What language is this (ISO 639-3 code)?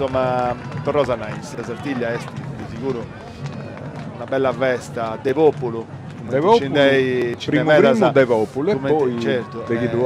srd